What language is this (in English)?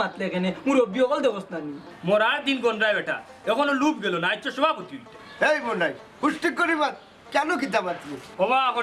Sylheti